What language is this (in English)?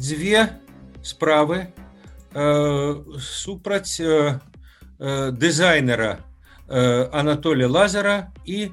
Belarusian